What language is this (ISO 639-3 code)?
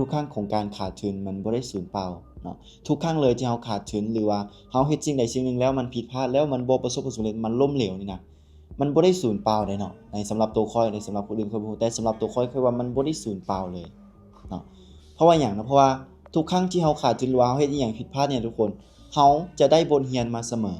lao